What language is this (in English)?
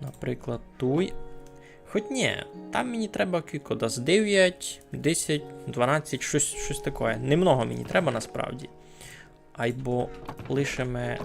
Rusyn